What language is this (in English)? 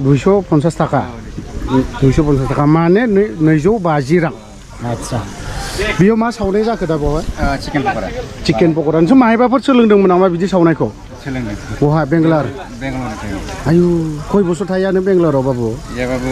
Bodo